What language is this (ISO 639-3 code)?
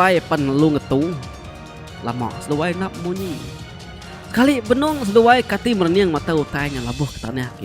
iba